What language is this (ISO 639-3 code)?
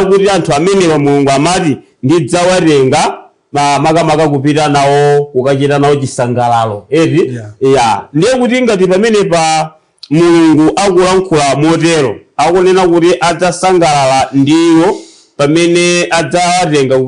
nya